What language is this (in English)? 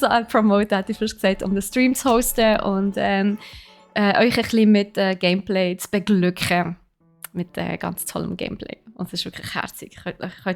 Swiss German